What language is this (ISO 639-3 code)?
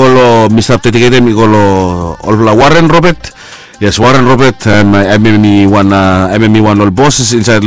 bis